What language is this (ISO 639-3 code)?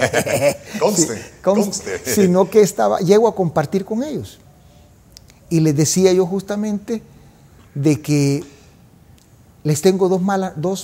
spa